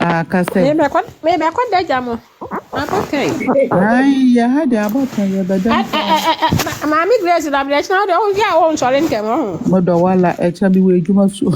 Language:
Akan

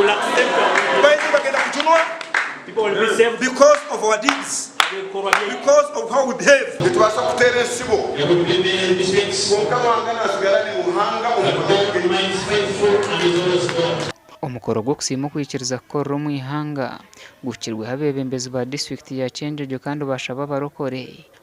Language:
Nyankole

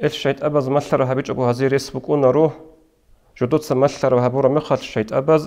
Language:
Avaric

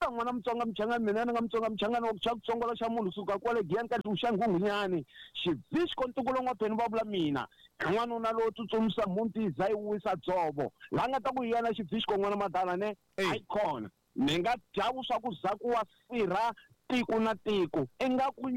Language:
Tsonga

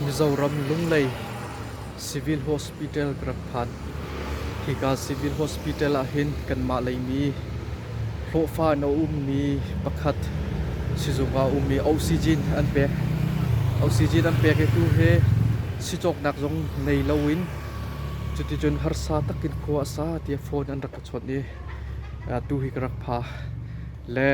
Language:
Hakha Chin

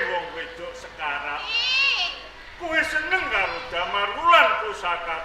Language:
Javanese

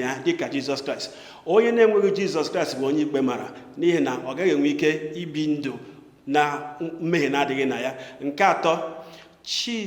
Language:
Igbo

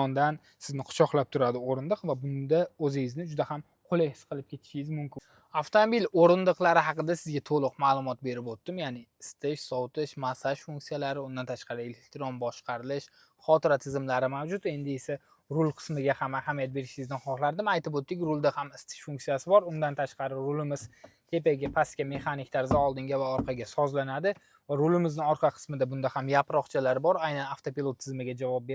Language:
Uzbek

